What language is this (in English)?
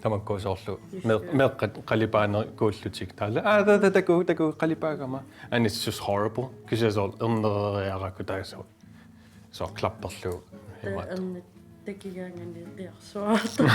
Kalaallisut